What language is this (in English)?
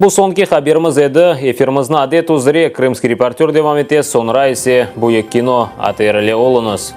Crimean Tatar